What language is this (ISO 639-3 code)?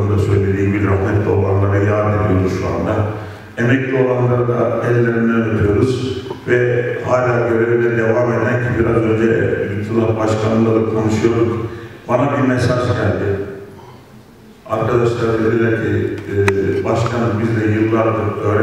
tur